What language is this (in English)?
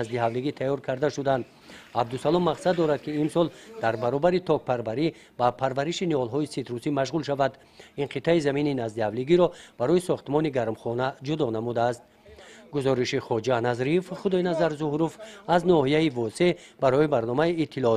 Tajik